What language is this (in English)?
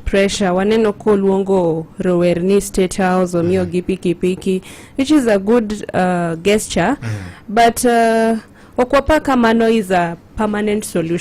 Luo (Kenya and Tanzania)